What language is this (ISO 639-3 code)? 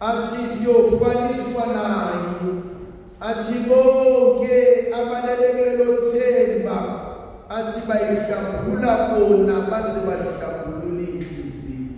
zul